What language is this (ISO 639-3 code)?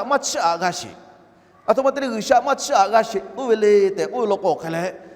lhu